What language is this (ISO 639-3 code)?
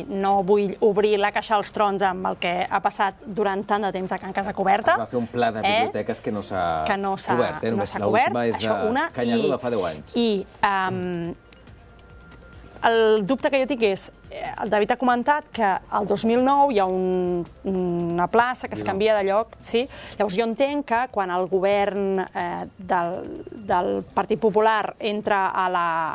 cat